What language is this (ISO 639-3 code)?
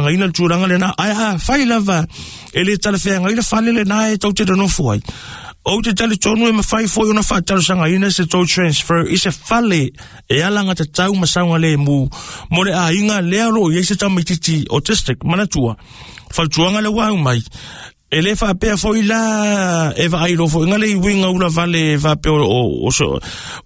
smo